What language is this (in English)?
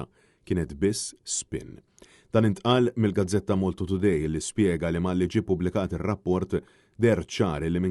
Maltese